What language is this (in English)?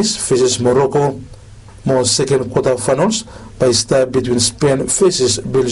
Bislama